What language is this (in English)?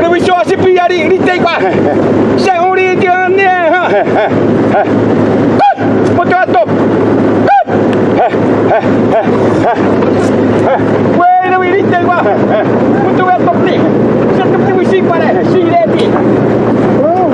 Xavánte